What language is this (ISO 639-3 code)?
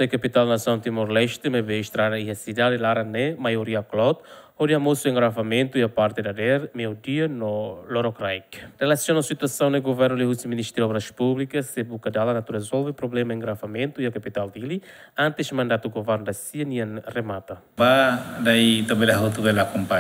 tet